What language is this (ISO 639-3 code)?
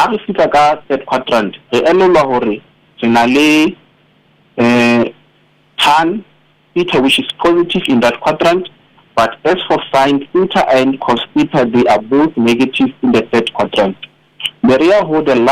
sot